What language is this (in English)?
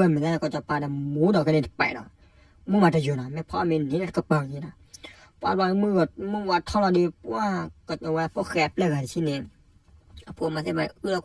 S'gaw Karen